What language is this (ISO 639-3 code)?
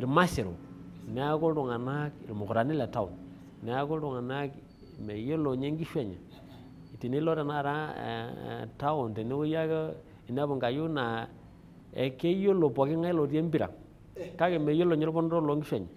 mas